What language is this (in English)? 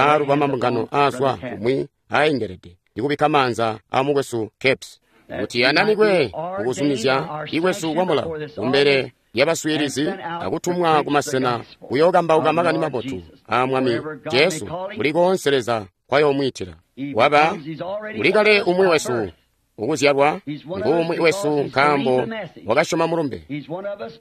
Tonga (Zambia)